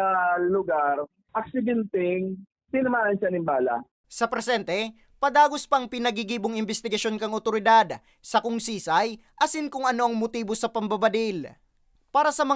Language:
Bikol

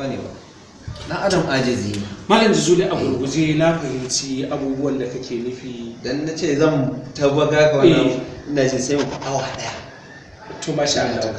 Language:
Hausa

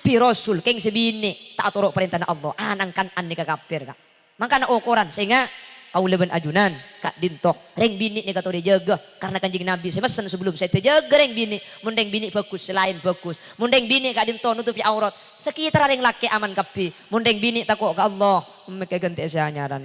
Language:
Madurese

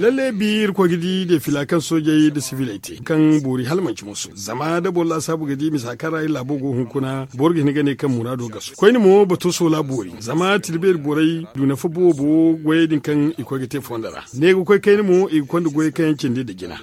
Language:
Zarma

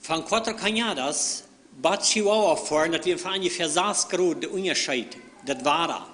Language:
Plautdietsch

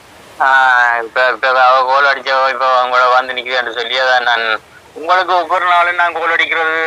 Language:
Tamil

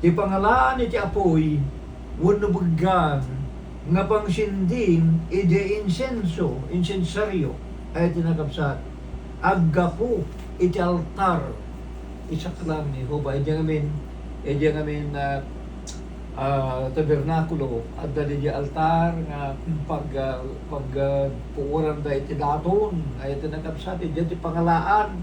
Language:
Iloko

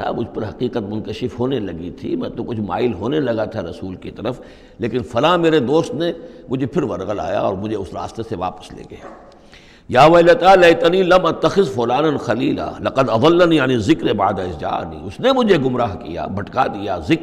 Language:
Urdu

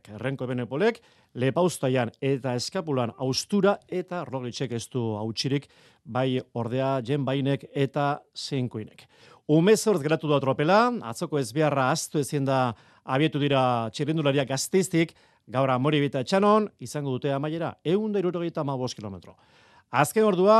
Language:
Basque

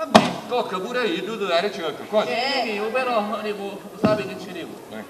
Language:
Sicilian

